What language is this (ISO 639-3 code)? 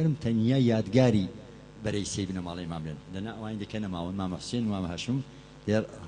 ckb